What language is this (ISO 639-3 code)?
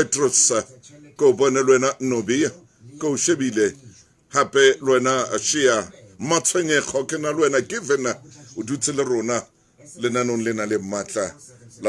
sot